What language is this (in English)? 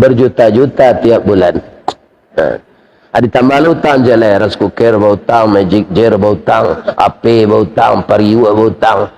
Minangkabau